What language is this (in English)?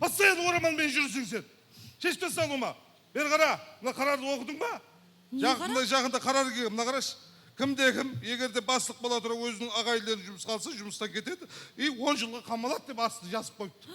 Kara-Kalpak